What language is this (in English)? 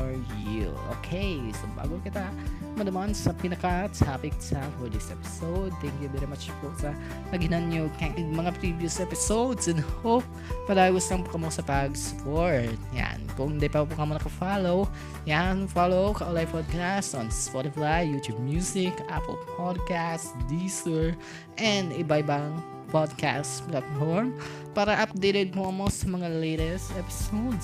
Bikol